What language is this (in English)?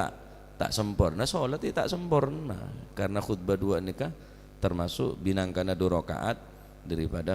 Madurese